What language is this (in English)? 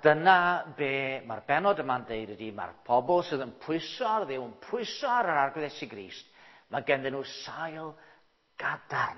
Welsh